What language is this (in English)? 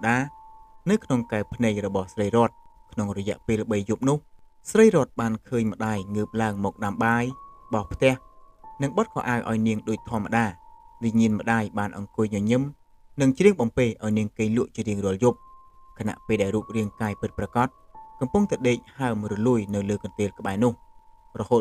Khmer